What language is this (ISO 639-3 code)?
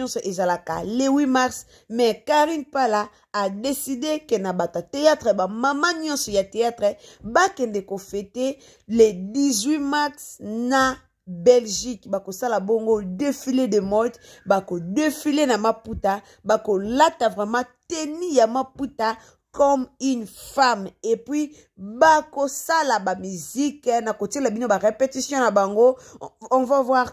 lin